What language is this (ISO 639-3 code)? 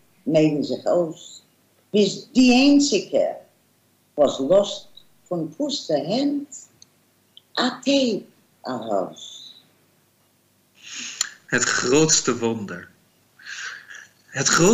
nld